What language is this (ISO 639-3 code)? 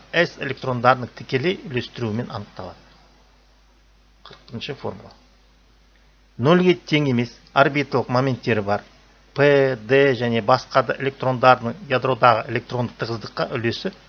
kaz